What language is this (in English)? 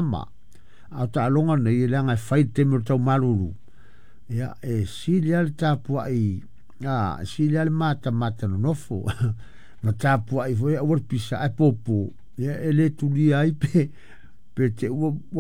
Samoan